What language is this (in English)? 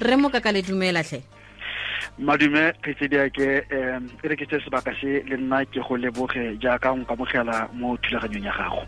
Tswana